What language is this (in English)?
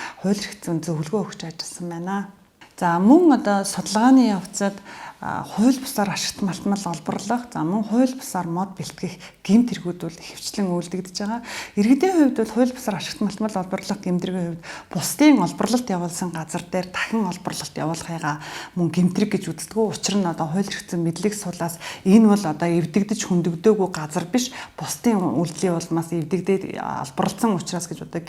Mongolian